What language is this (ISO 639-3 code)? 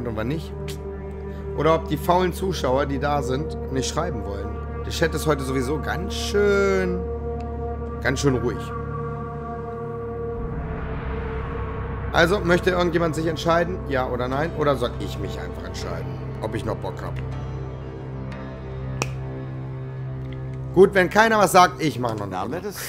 deu